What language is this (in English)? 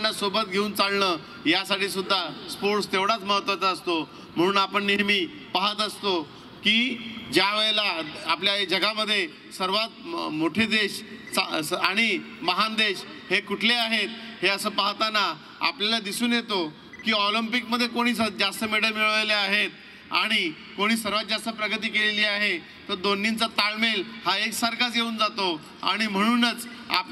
Marathi